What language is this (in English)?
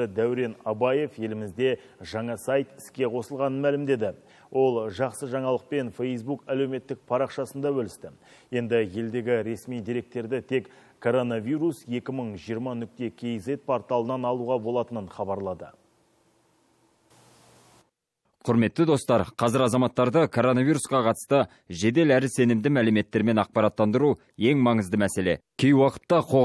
Kazakh